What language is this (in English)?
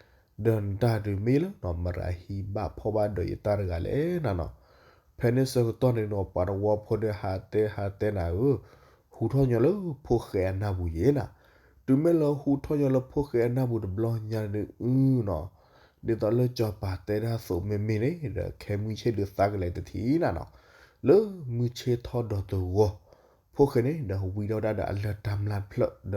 S'gaw Karen